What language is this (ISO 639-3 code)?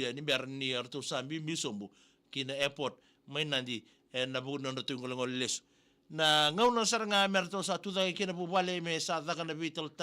fij